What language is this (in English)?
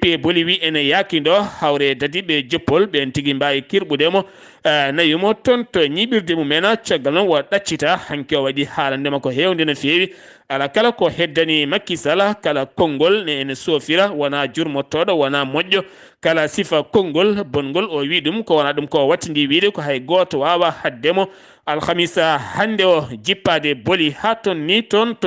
Fula